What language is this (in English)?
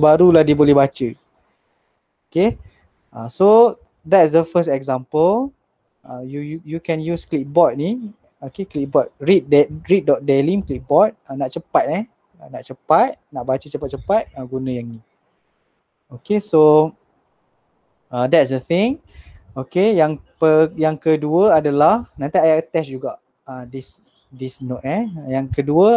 Malay